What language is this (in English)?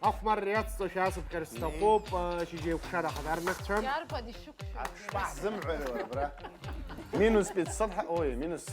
Abkhazian